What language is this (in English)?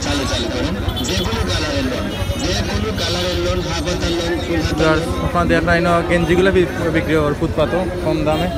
Sylheti